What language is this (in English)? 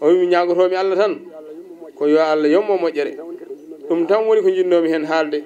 Fula